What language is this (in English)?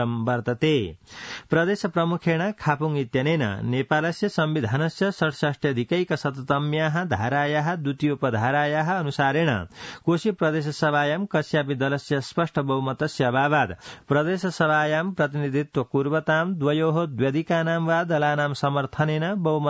Sanskrit